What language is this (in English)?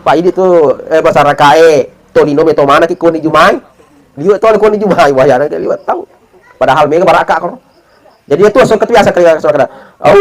Buginese